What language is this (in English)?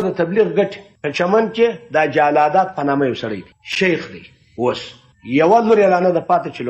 Pashto